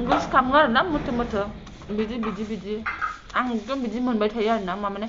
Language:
Bodo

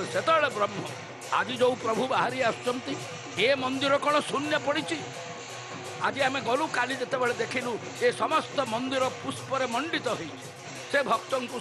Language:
Odia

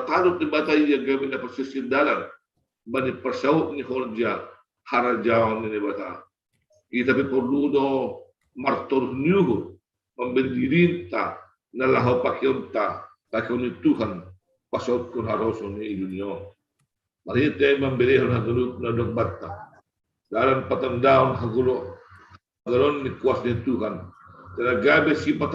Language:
Batak Simalungun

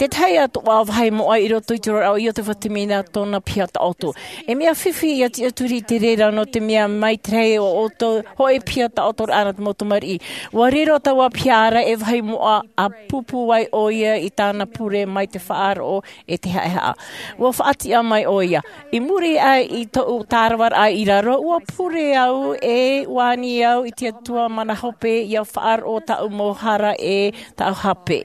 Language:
Tahitian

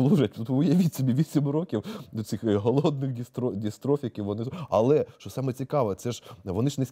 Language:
Ukrainian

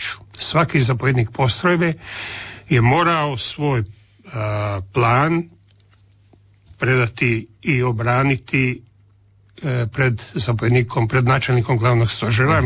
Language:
Croatian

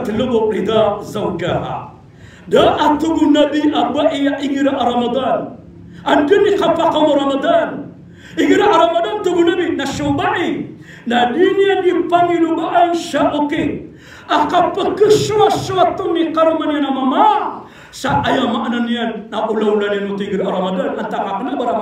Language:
Maranao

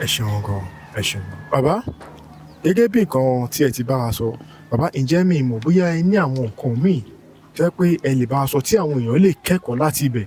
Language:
Yoruba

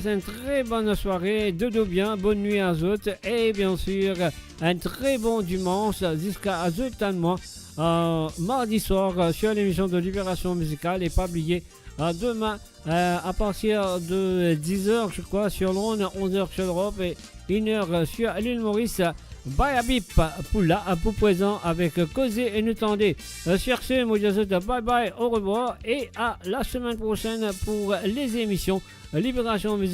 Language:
Morisyen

